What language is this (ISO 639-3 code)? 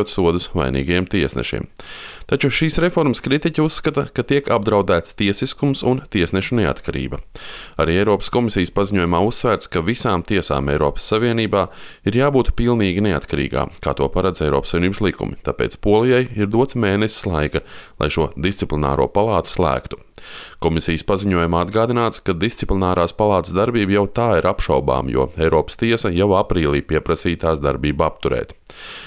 lav